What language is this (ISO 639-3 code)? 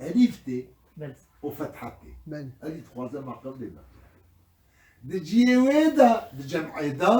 kur